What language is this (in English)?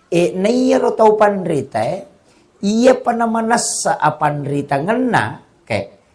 Buginese